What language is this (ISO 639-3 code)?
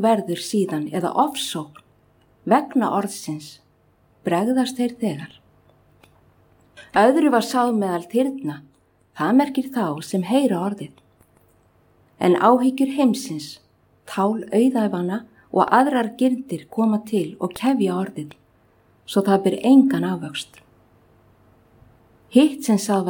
isl